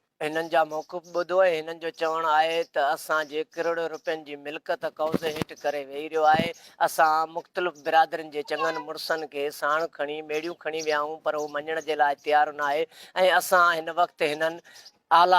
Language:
Sindhi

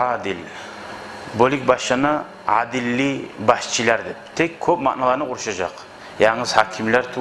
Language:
Kumyk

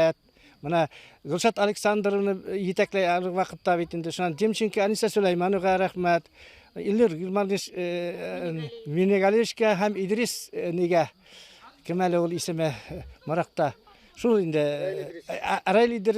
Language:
Bashkir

